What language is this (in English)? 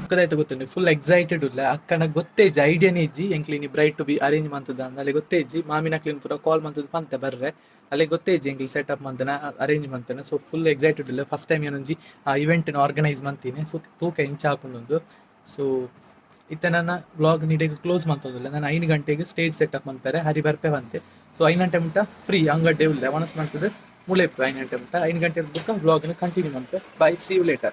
Tulu